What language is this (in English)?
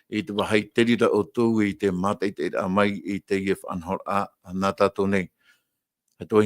Tahitian